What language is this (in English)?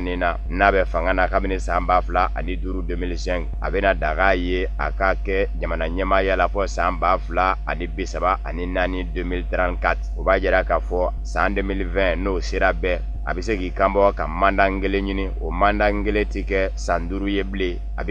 Bambara